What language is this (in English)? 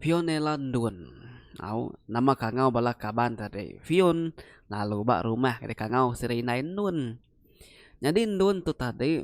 Iban